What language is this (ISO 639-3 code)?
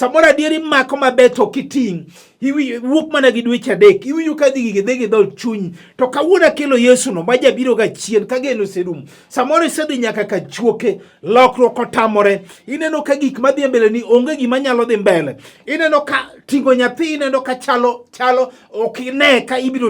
luo